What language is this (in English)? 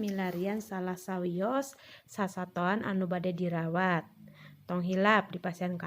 Sundanese